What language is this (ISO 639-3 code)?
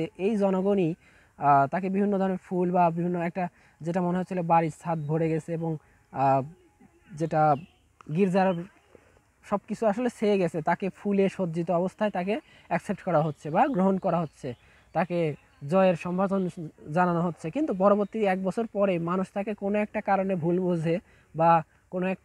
ben